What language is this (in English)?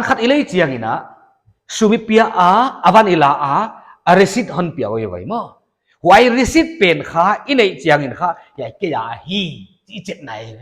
Paite Chin